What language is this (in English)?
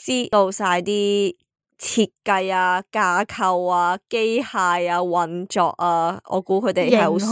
Cantonese